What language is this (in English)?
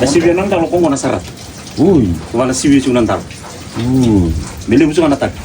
Fijian